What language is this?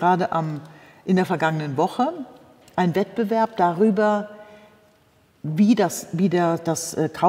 German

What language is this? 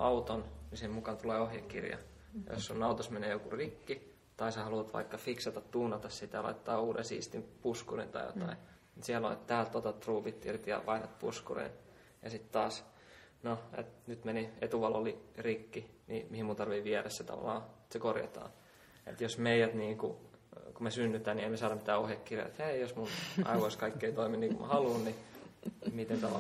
Finnish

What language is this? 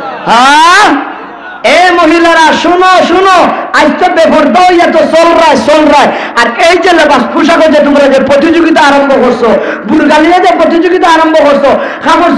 Sylheti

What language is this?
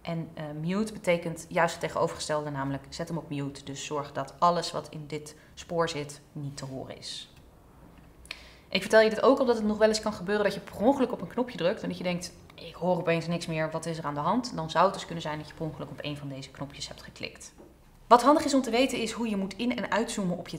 Dutch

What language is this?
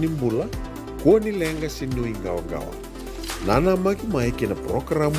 Fijian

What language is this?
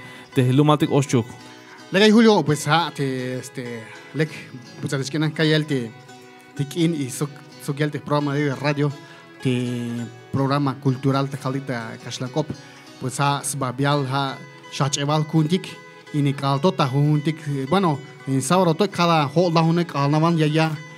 Tzeltal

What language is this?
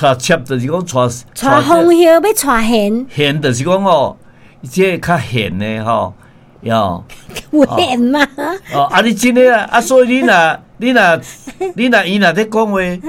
Min Nan Chinese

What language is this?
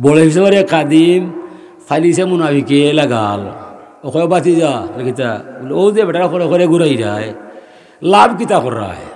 Sylheti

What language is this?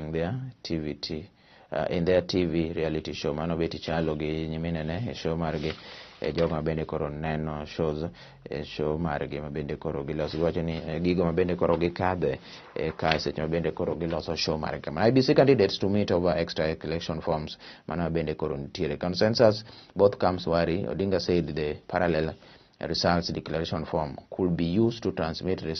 Luo (Kenya and Tanzania)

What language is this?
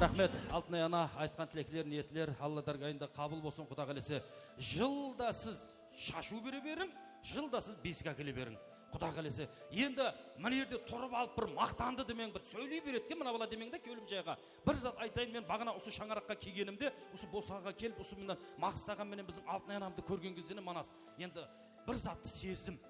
Kara-Kalpak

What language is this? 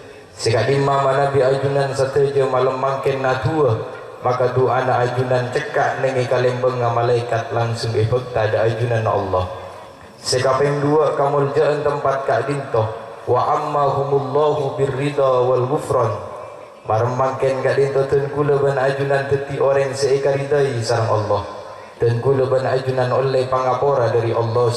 Madurese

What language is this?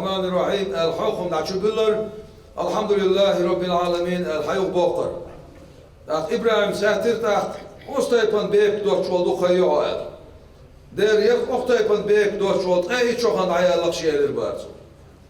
Chechen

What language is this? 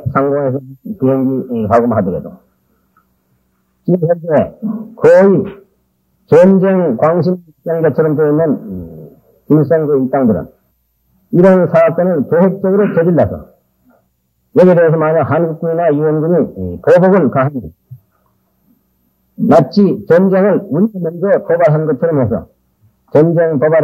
Korean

